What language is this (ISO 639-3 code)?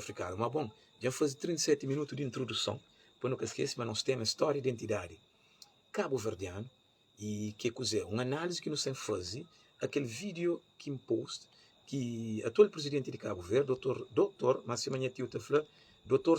kea